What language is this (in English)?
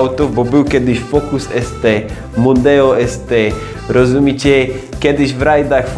Silesian